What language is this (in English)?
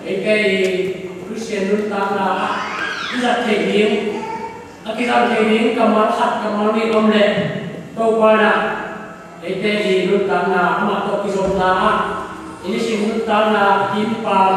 Tedim Chin